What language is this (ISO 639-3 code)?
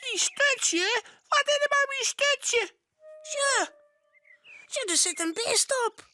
fry